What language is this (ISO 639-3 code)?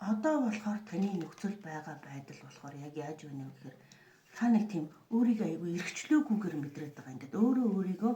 mon